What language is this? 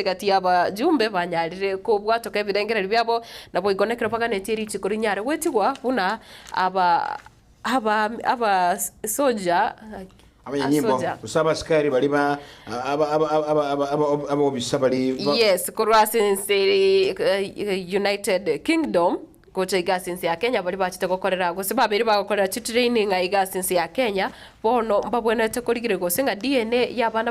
Gusii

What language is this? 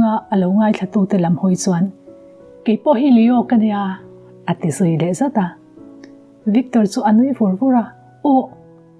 Mizo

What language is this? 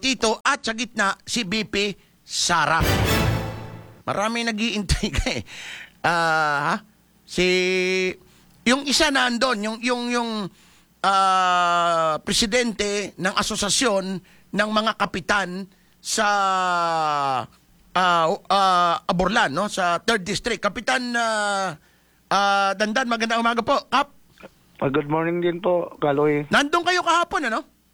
Filipino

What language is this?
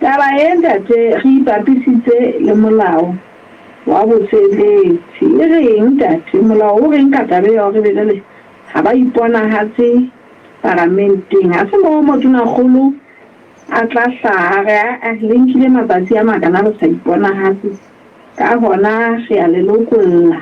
Southern Sotho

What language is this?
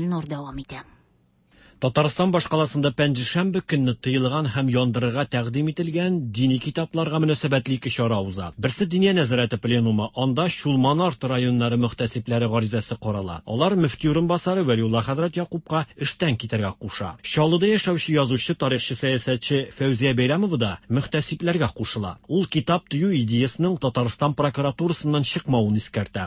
Tatar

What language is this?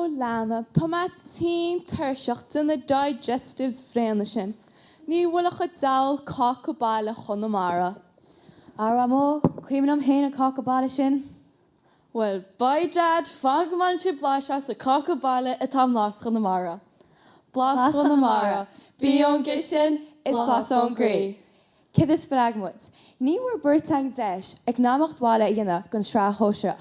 Irish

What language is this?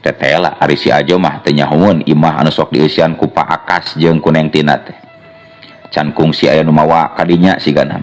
Sundanese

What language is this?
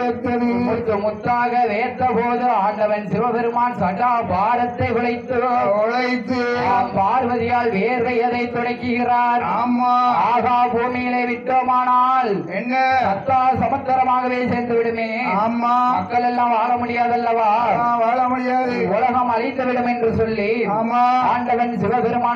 Tamil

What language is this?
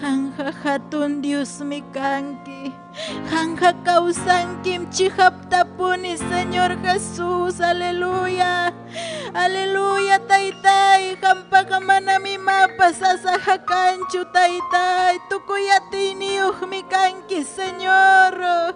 Ayacucho Quechua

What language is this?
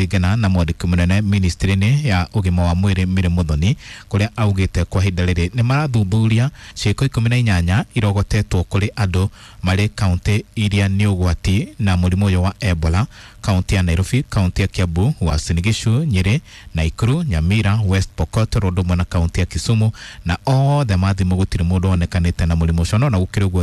Kikuyu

